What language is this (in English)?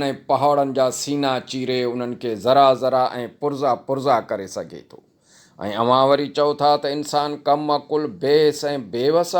Sindhi